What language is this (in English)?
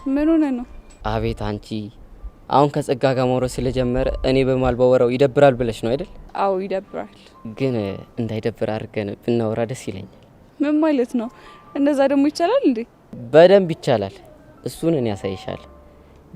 Amharic